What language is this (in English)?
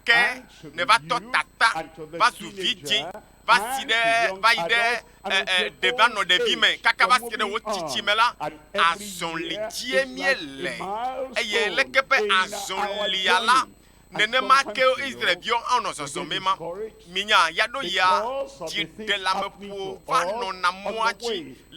Ewe